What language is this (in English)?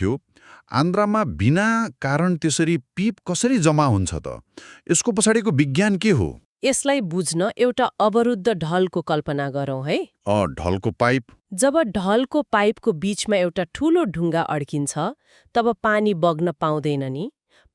Nepali